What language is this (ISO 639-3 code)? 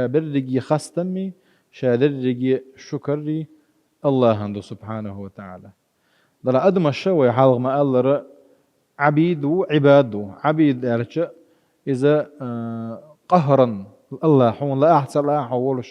che